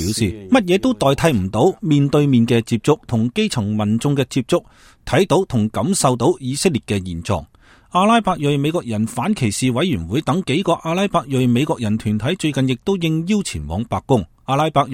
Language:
Cantonese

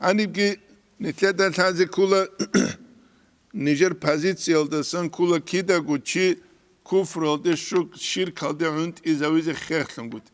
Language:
Avaric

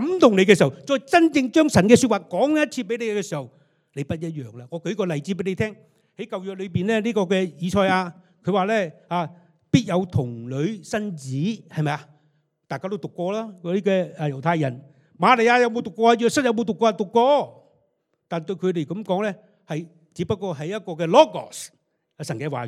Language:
Cantonese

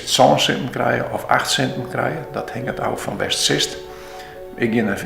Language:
Western Frisian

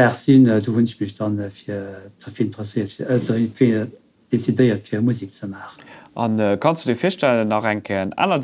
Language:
Luxembourgish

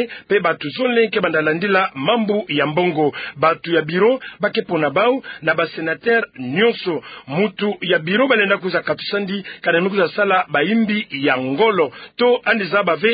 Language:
Kituba (Democratic Republic of Congo)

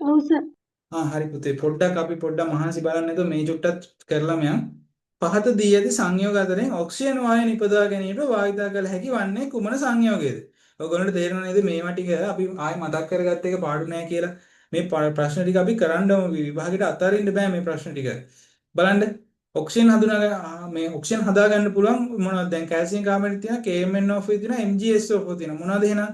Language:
Sinhala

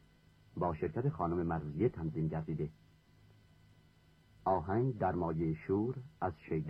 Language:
Persian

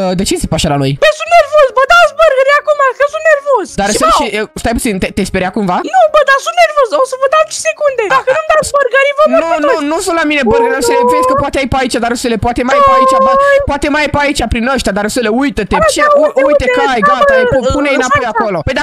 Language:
Romanian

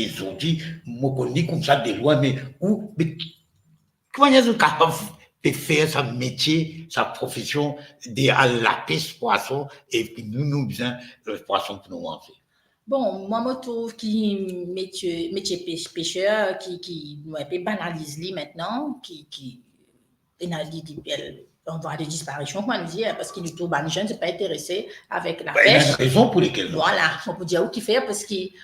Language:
Morisyen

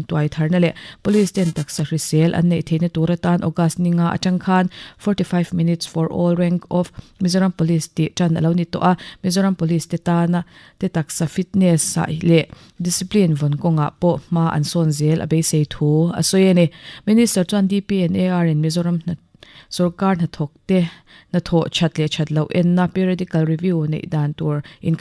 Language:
Mizo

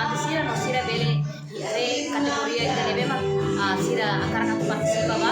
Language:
Tetum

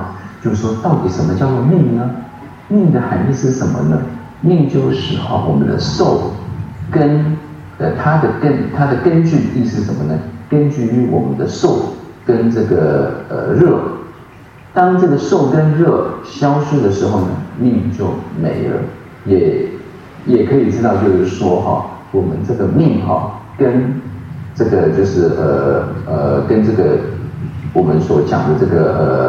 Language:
Chinese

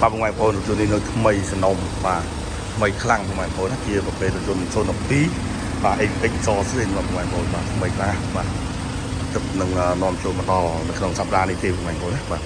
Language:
Khmer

